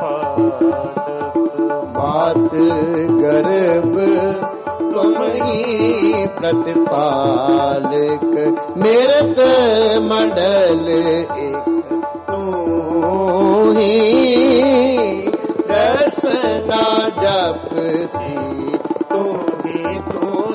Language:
Punjabi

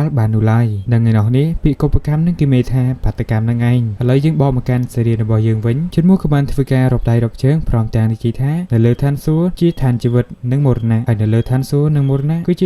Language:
Khmer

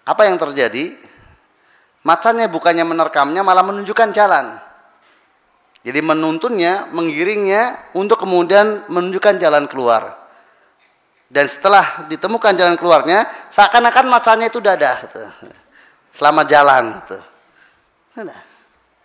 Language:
Indonesian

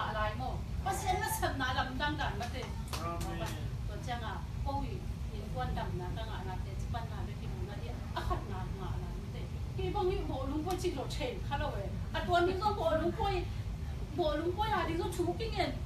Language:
Tedim Chin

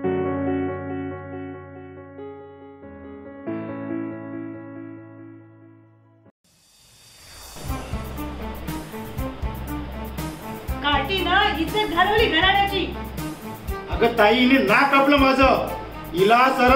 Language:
Marathi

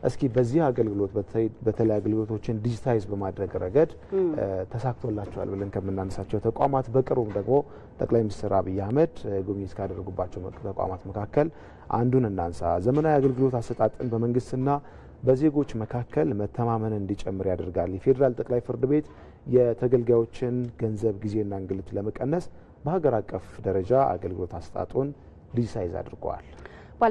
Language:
Amharic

